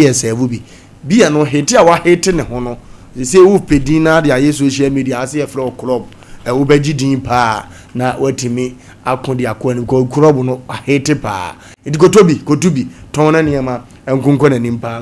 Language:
Akan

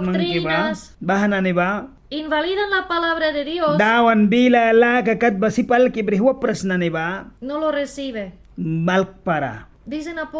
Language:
Mískito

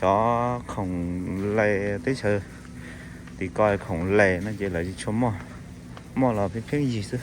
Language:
Hmong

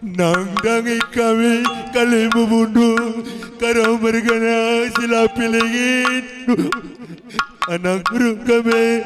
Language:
Batak Karo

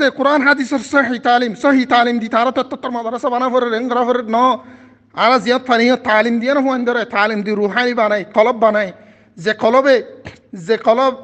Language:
Rohingya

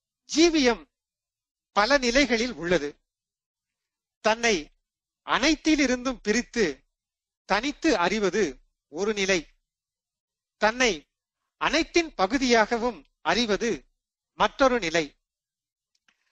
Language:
Tamil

